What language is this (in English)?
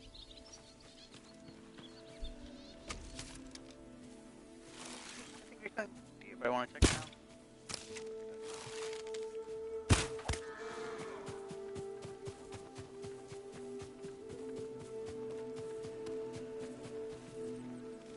English